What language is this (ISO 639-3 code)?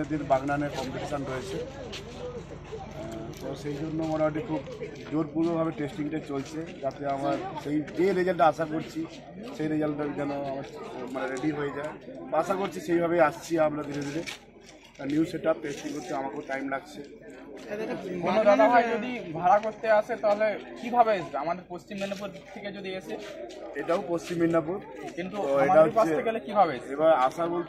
ben